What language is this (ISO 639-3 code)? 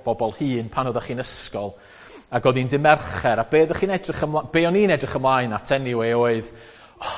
cym